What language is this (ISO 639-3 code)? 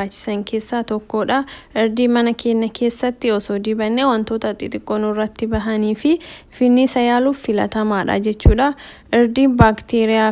orm